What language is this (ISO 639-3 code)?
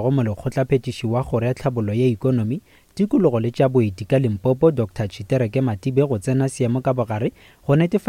nso